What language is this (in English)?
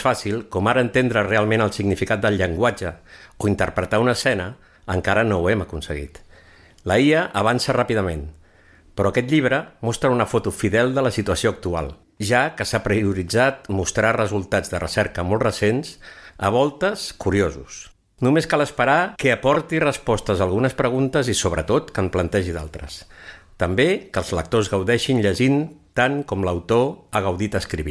Catalan